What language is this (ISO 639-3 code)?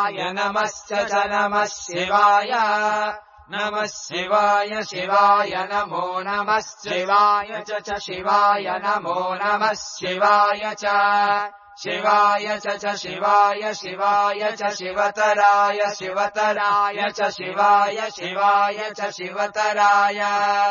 san